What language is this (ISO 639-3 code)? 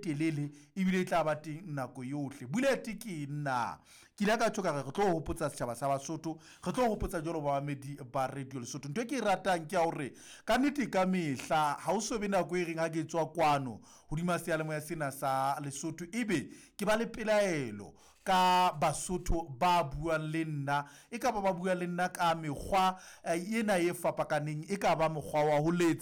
sot